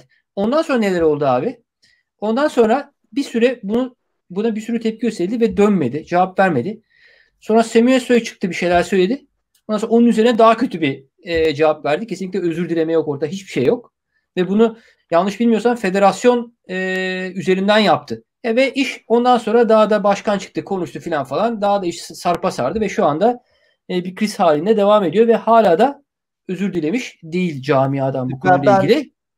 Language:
Turkish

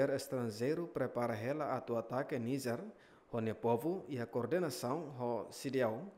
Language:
Tetum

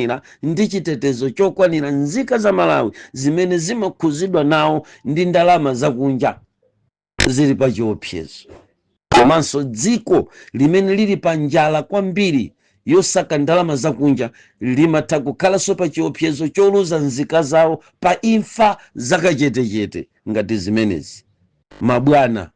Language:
Nyanja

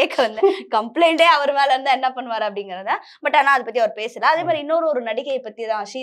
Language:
Tamil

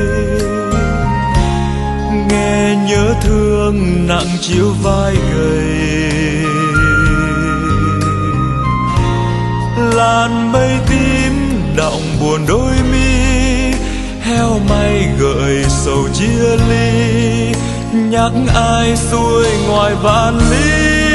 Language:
Vietnamese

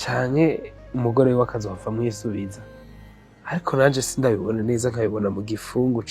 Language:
Rundi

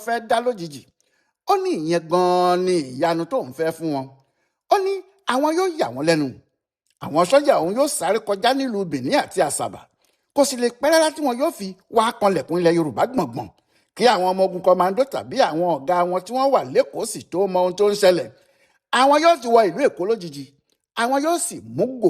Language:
Yoruba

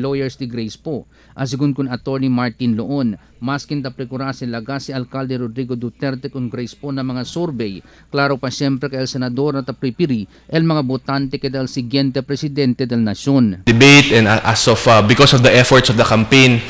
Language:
Chavacano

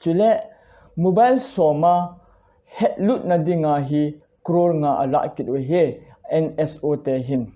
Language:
Thado Chin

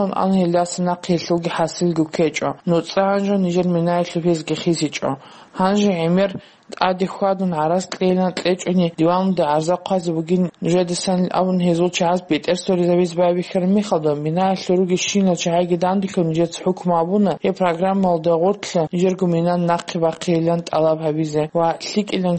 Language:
Avaric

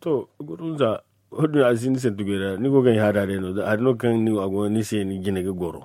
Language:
Zarma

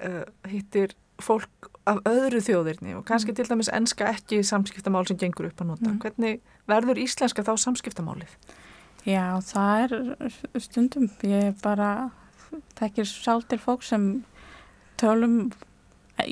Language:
Icelandic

